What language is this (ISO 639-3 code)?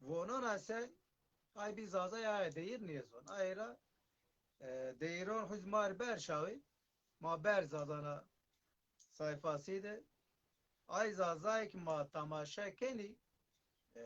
zza